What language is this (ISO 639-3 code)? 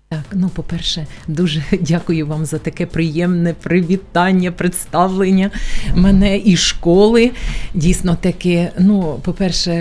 ukr